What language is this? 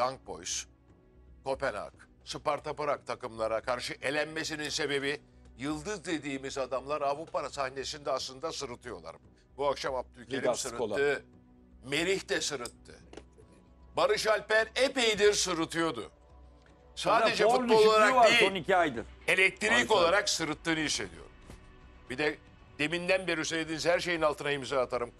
Turkish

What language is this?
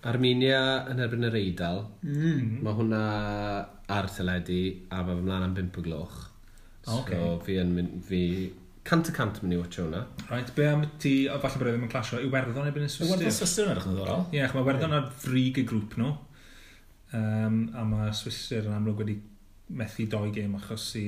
Welsh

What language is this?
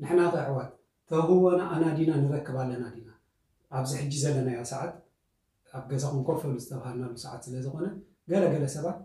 Tigrinya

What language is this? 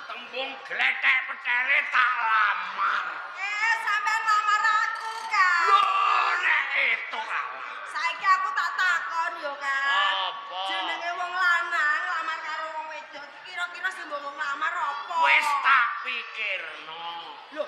Javanese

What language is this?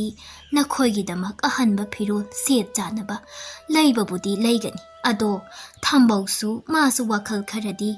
Manipuri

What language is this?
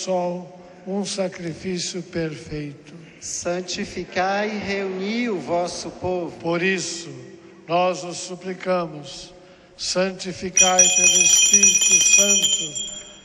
Portuguese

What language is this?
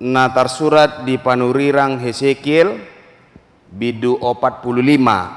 Batak Toba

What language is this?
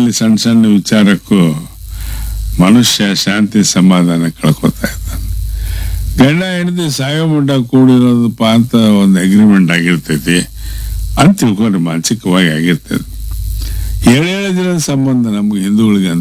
Kannada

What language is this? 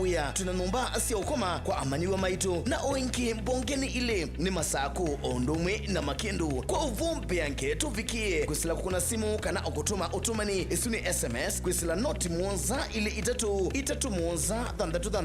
Kamba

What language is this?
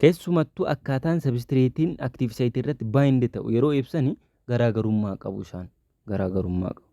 Oromo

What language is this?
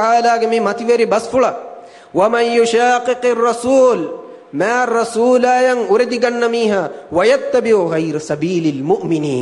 Divehi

